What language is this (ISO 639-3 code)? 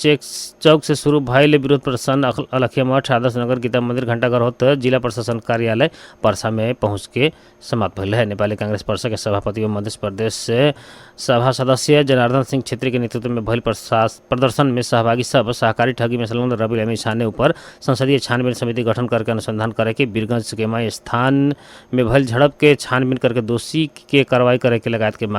bho